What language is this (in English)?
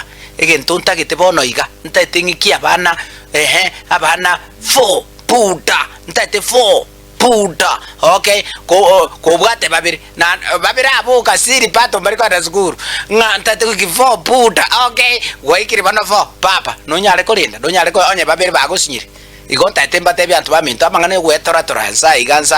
Gusii